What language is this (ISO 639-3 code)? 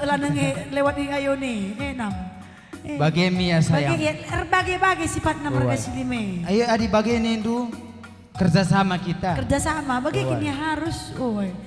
btx